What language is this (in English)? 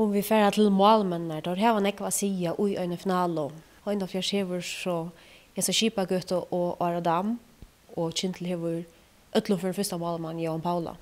Faroese